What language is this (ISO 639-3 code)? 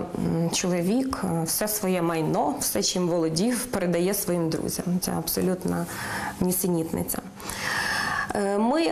ukr